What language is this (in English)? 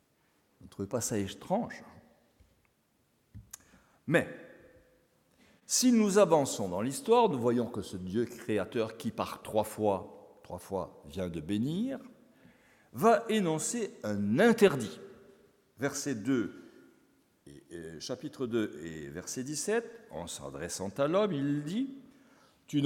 French